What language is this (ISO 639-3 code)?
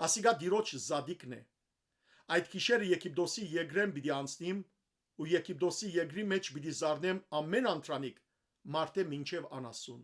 hyw